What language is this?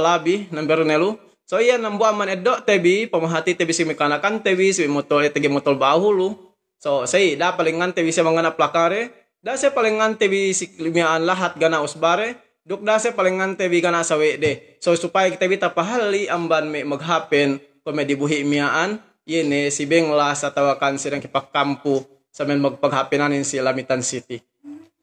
Yakan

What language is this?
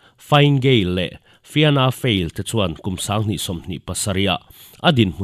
Mizo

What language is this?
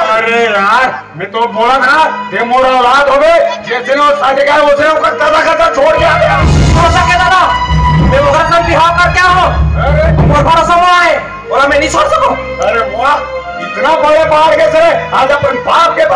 Chhattisgarhi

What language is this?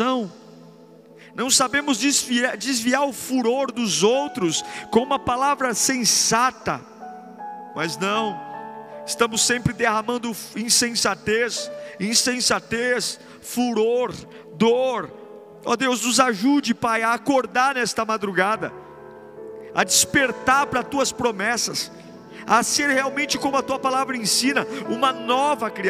Portuguese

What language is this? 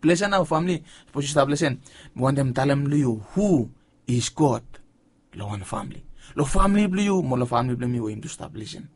Bislama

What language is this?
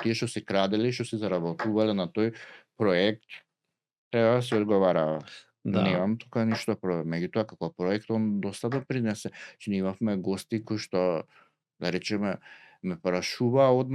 Macedonian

